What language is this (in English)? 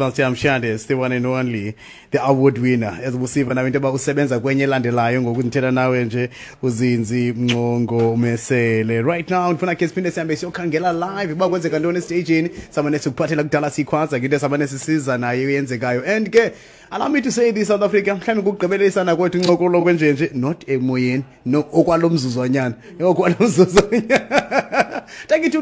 Xhosa